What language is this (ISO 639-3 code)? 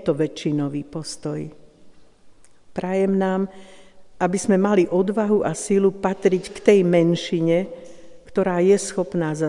slk